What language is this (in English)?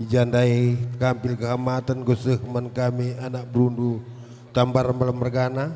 Batak Karo